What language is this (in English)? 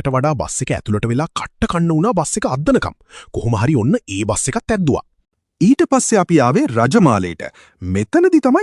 Sinhala